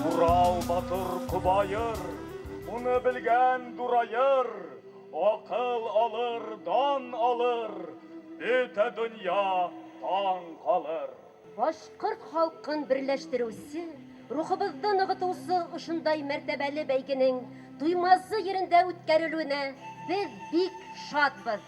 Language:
Bashkir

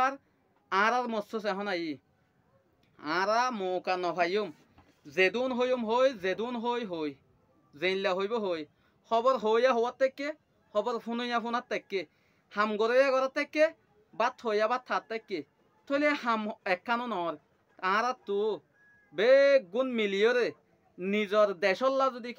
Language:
Rohingya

